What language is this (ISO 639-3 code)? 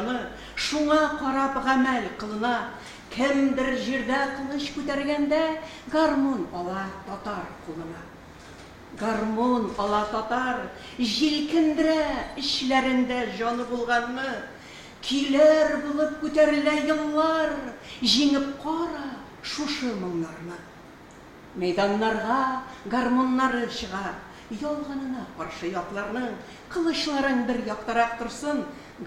tat